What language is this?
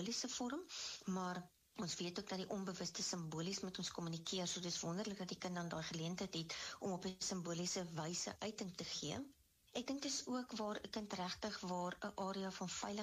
Afrikaans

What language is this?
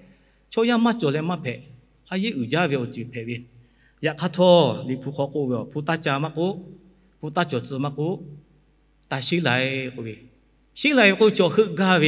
Lahu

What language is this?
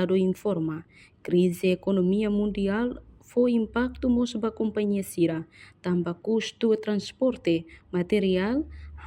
Tetum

